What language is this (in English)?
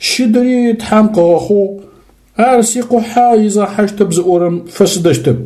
Adyghe